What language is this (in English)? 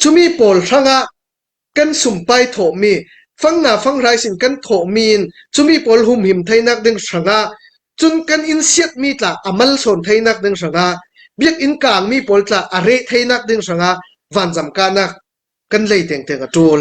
Falam Chin